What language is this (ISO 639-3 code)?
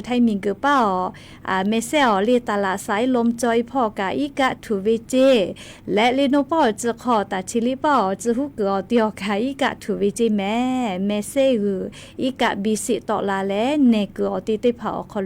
lhu